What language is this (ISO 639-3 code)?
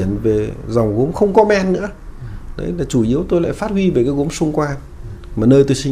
vie